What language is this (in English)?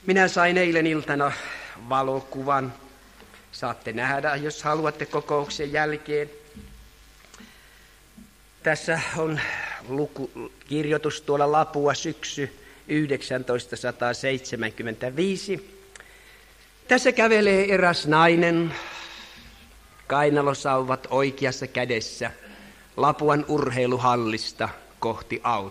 Finnish